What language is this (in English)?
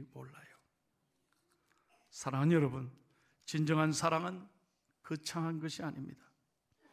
Korean